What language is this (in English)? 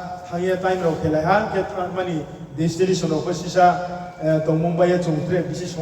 Riang (India)